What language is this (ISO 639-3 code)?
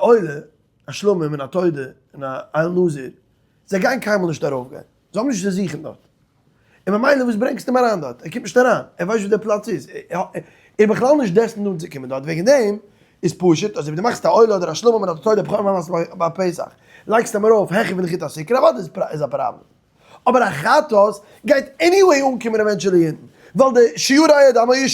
yid